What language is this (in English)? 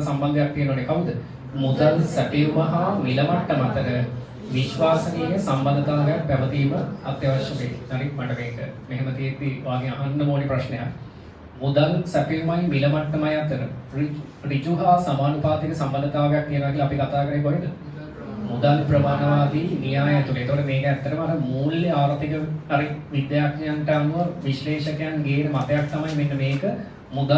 Sinhala